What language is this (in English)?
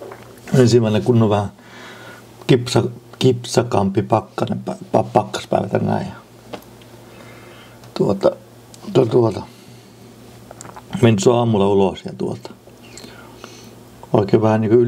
Finnish